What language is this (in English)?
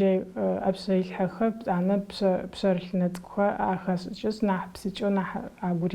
Adyghe